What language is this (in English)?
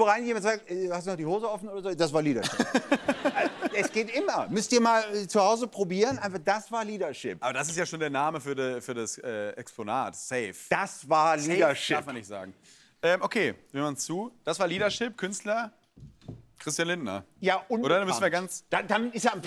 German